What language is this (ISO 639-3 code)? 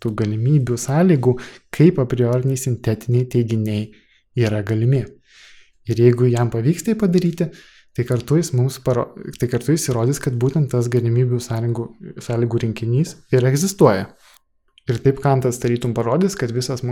lit